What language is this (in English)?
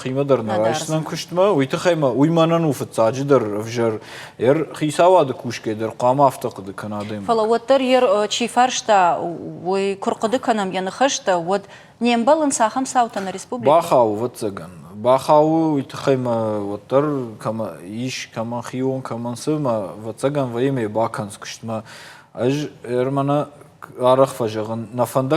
Ossetic